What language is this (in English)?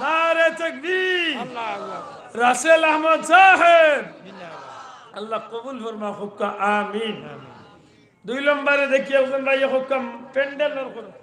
Sylheti